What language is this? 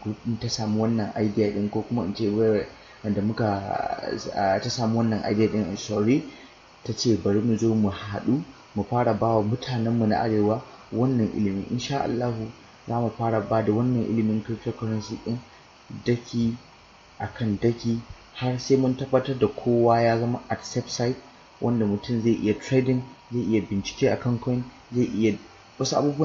Hausa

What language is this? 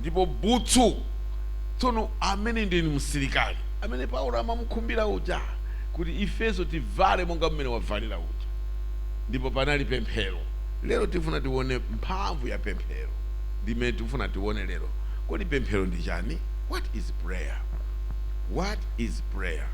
Nyanja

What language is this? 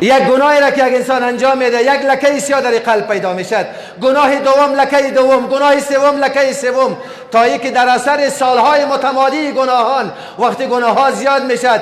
Persian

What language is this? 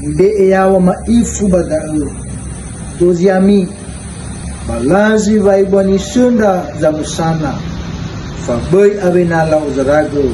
Nias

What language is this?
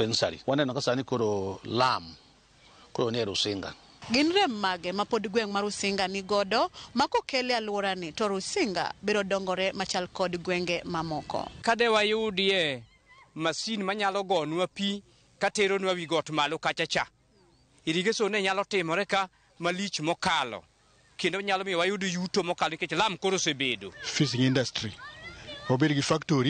Luo (Kenya and Tanzania)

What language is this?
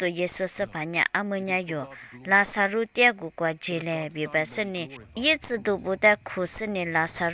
Lisu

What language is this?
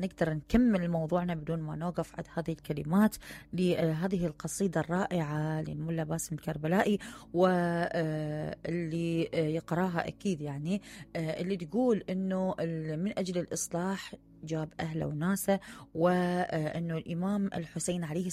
Mesopotamian Arabic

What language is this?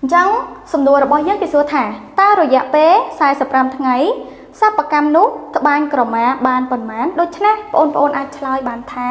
Khmer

